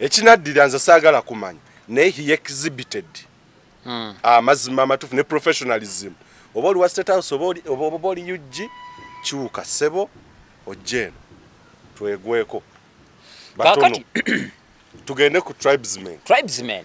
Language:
Ganda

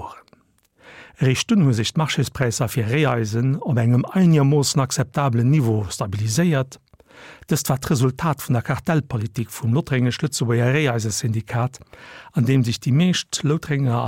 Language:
Luxembourgish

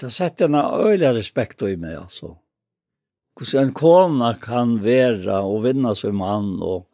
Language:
Faroese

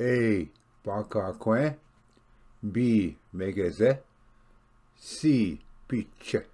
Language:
Ojibwa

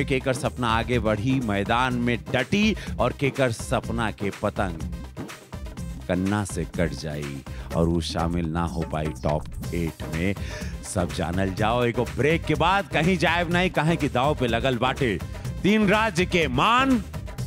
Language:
Bhojpuri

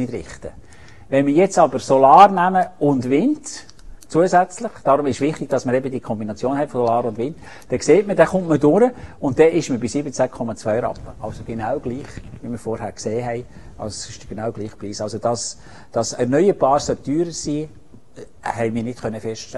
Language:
German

